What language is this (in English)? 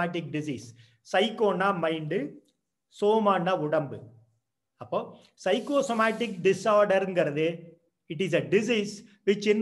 Tamil